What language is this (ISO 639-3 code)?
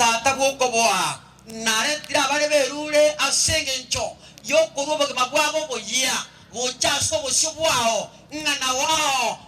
guz